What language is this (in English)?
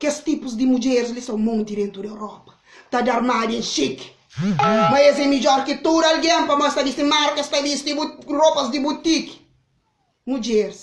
Kabuverdianu